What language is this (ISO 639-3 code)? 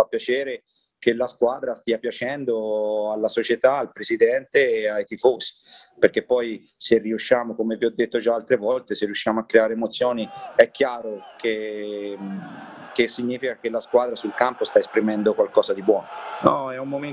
ita